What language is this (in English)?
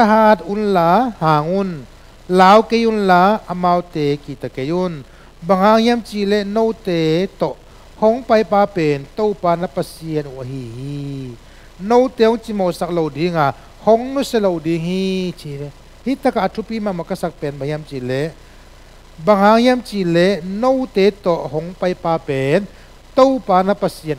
Tedim Chin